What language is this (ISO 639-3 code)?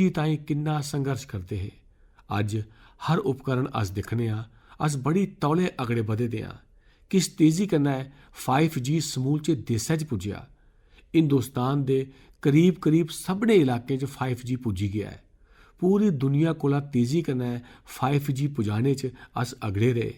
doi